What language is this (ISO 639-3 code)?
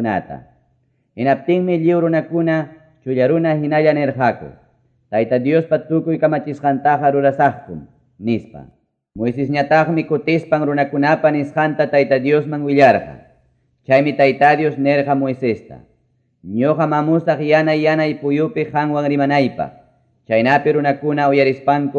que